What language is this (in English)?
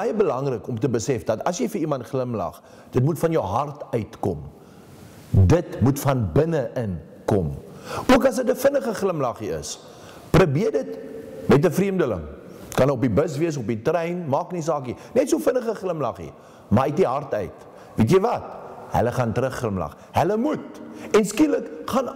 Afrikaans